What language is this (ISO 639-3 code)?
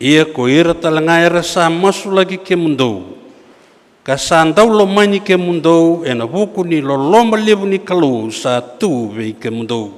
fij